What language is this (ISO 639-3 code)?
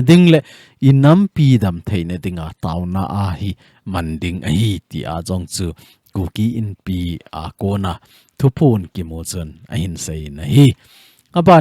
tcz